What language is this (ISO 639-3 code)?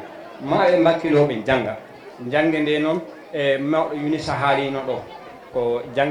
ful